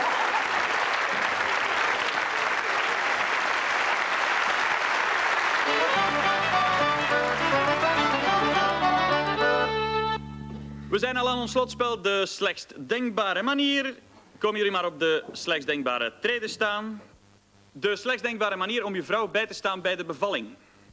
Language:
Dutch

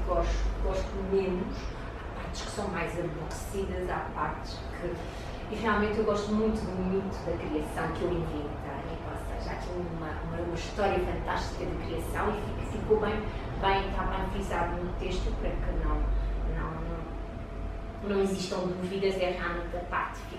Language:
Portuguese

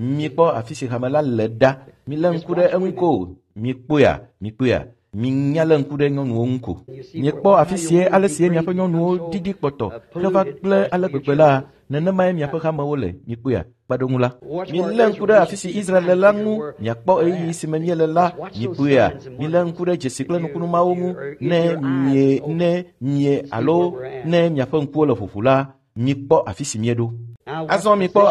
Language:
Ewe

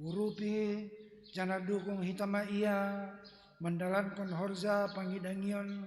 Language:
Batak Simalungun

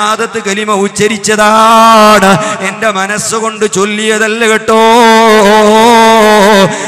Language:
Malayalam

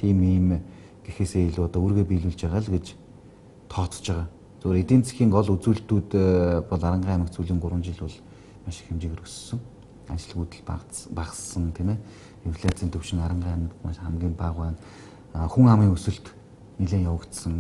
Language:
Mongolian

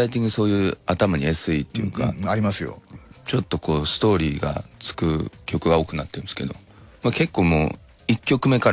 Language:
Japanese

